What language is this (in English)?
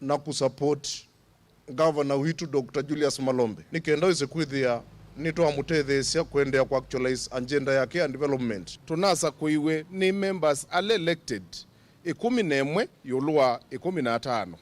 Kamba